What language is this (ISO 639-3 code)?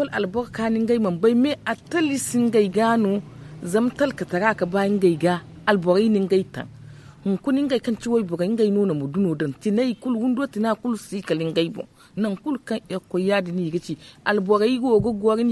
dje